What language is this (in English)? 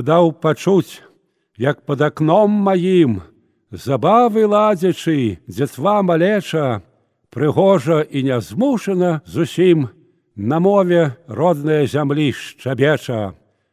Belarusian